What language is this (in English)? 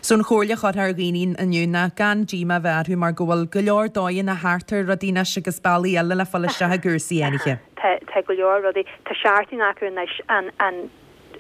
Irish